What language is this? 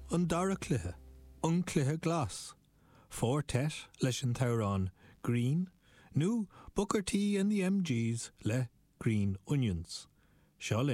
Irish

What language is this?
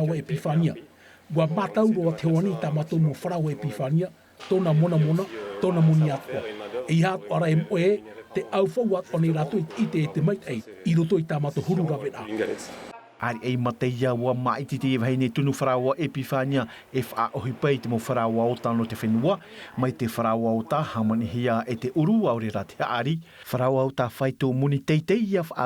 Tahitian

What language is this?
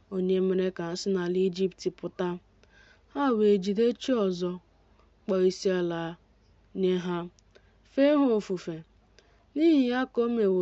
Igbo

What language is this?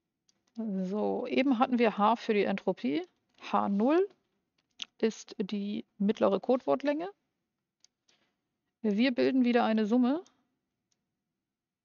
German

